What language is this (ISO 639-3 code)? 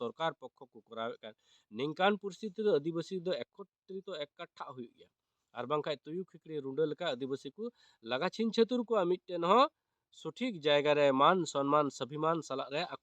sat